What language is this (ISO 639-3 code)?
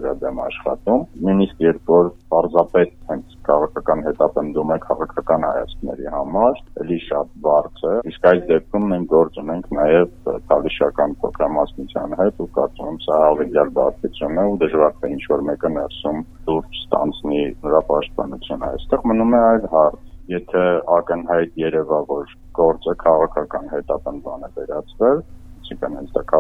hye